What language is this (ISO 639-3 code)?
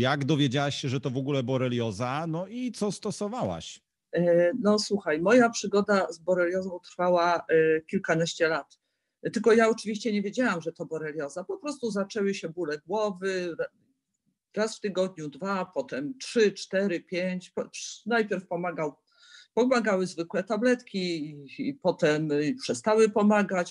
pol